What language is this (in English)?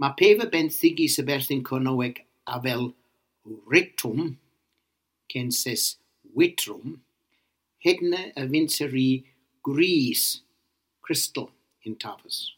Cornish